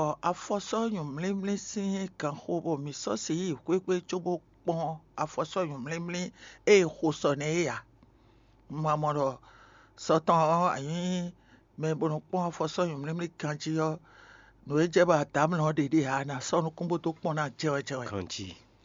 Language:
Fon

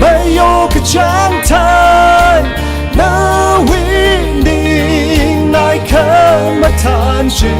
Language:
Tangkhul Naga (India)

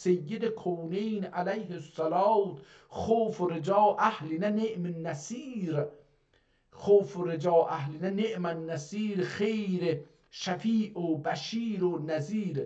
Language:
South Azerbaijani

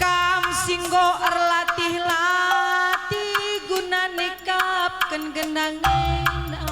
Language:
Batak Karo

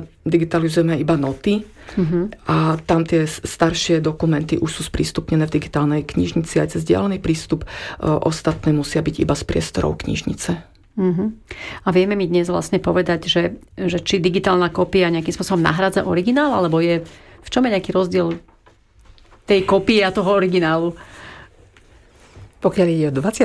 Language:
Slovak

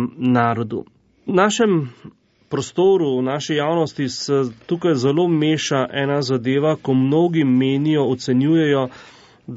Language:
Slovenian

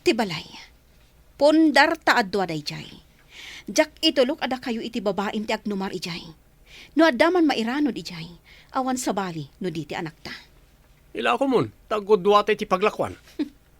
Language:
Iloko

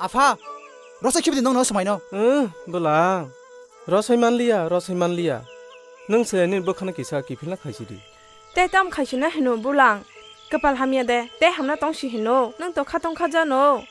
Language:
Kok Borok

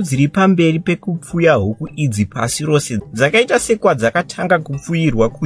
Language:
Shona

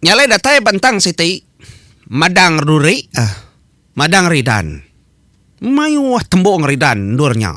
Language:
Iban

